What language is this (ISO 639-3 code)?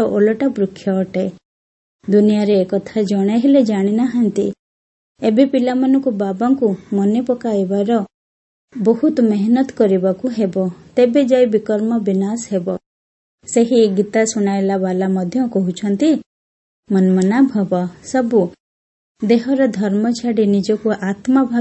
ori